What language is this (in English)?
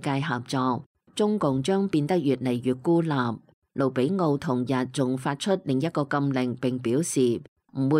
Cantonese